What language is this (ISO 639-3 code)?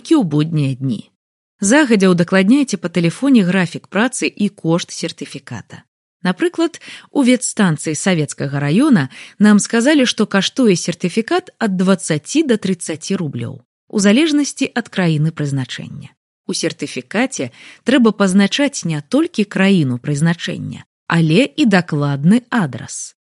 bel